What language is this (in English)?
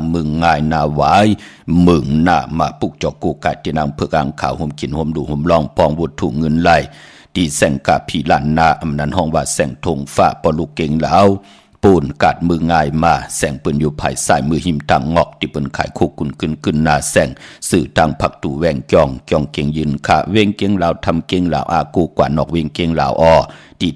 Shan